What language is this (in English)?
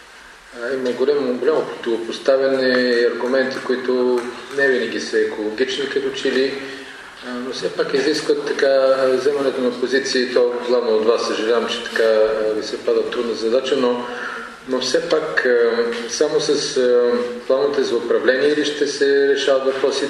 Bulgarian